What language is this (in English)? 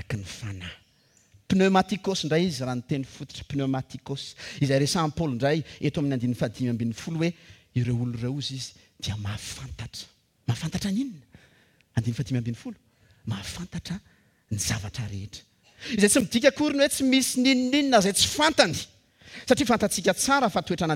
Malagasy